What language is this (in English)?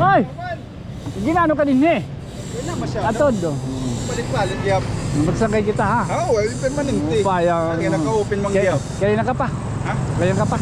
Waray